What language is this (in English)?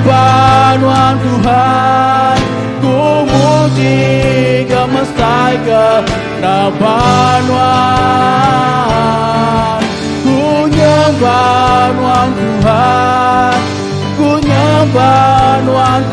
Iban